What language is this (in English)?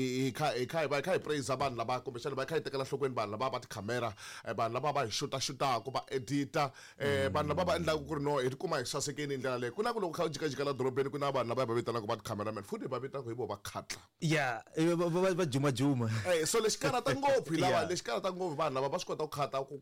Tsonga